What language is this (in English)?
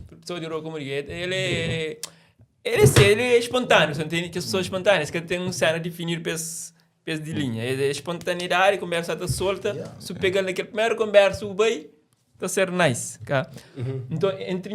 Kabuverdianu